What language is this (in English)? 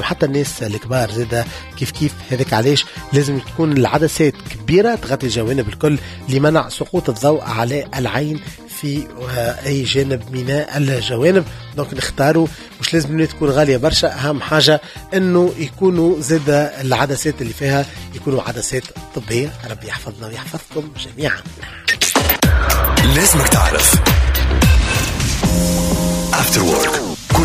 Tunisian Arabic